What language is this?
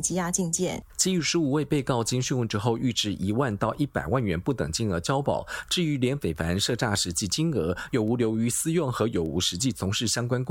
Chinese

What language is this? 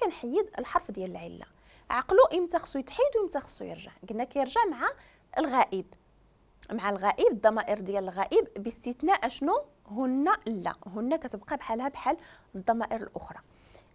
Moroccan Arabic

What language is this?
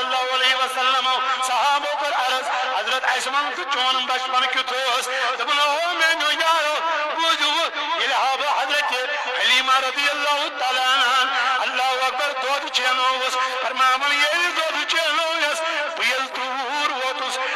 Kashmiri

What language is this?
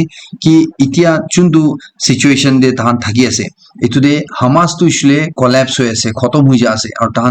Naga Pidgin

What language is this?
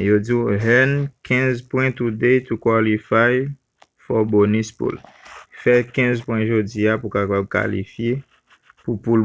Haitian Creole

